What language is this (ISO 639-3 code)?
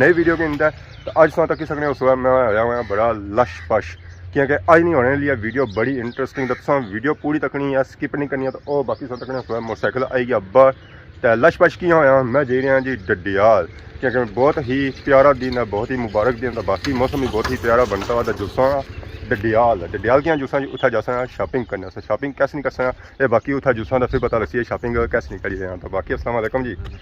phr